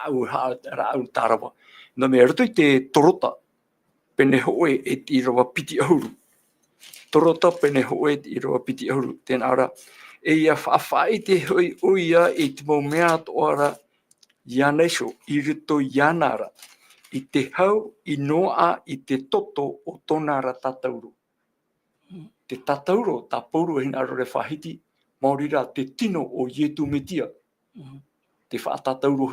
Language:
Tahitian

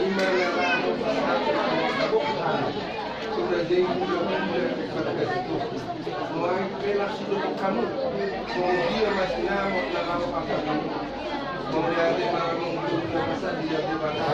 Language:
Batak Toba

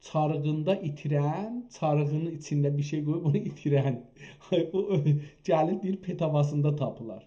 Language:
South Azerbaijani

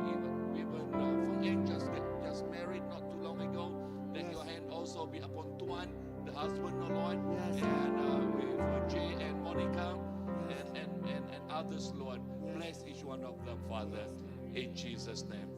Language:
Iban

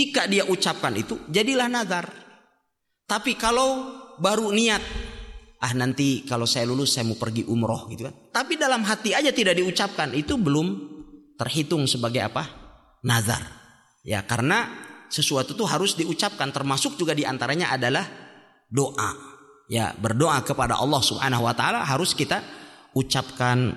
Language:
Indonesian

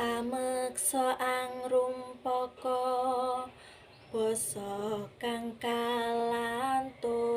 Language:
Javanese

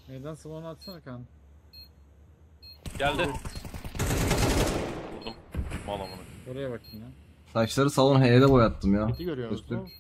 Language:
Turkish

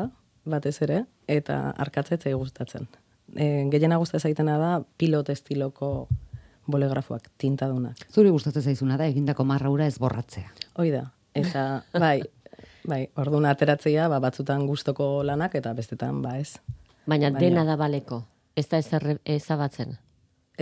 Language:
Basque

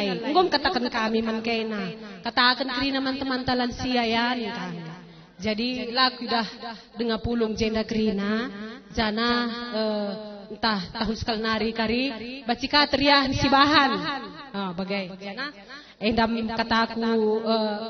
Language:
Batak Karo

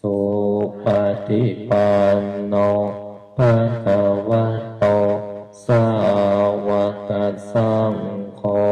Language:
Pali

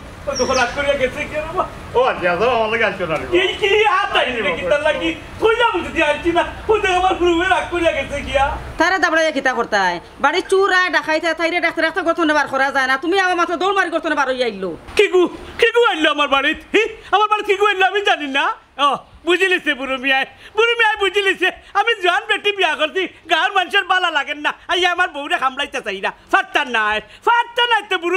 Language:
Sylheti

